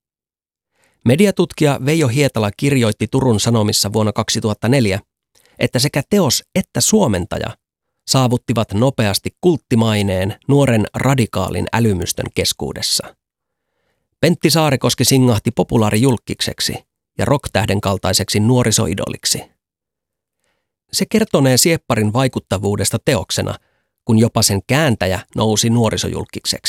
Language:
Finnish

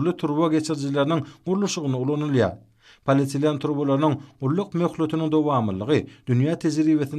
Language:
Turkmen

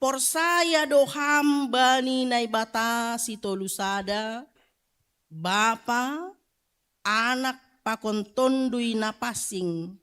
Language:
Batak Simalungun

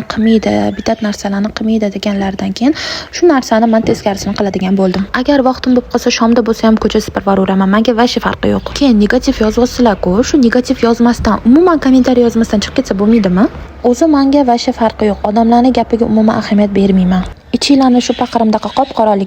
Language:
Uzbek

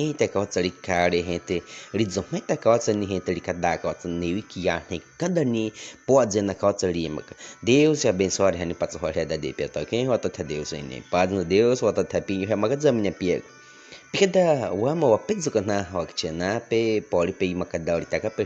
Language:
Baniwa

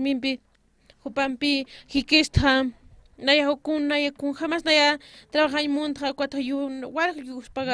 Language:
Aymara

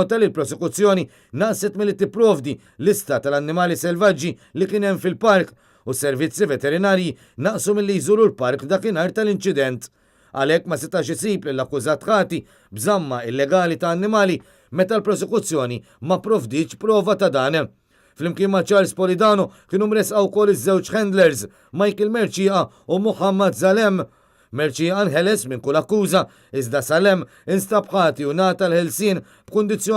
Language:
Maltese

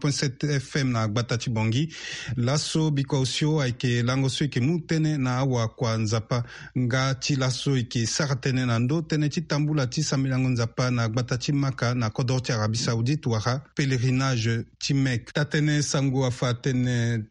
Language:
Sango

